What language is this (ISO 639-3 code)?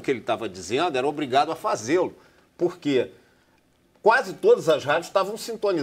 por